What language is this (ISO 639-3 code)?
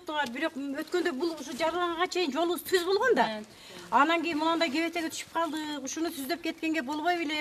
kir